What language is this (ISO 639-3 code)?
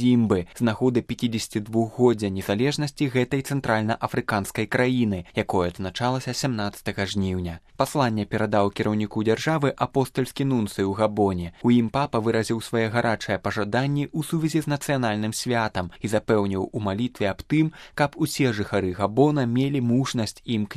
bel